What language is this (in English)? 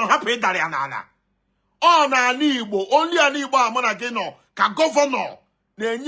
Igbo